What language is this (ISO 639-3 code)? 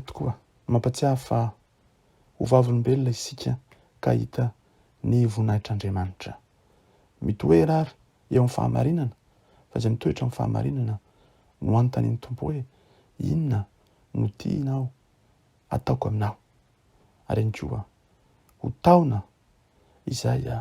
mlg